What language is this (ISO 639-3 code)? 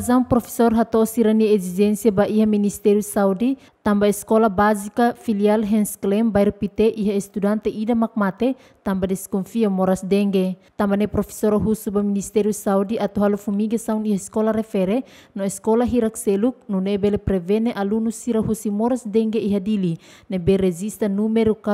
tet